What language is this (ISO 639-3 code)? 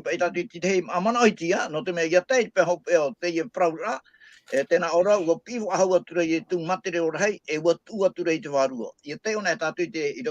tah